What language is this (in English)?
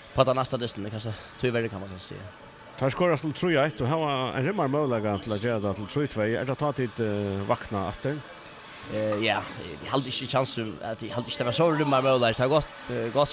Faroese